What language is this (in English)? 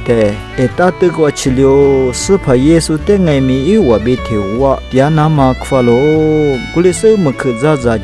Lisu